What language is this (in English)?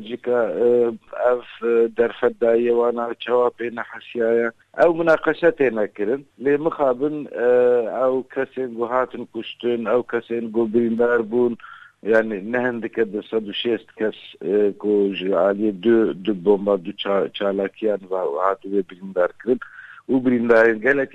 Kurdish